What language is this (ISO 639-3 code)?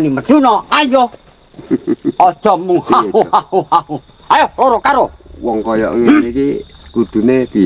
jav